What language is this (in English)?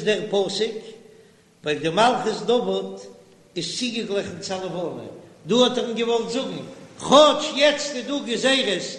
Yiddish